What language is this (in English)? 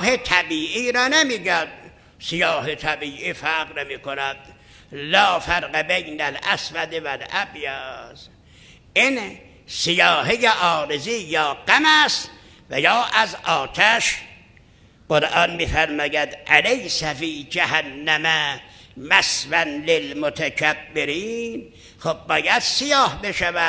Persian